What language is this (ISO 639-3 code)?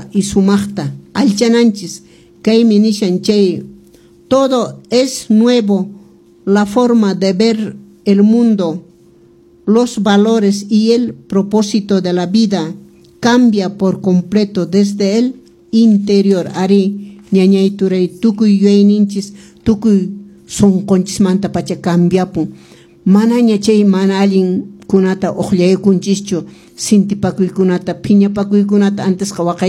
que